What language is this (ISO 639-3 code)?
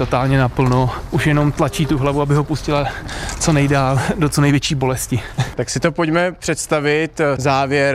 ces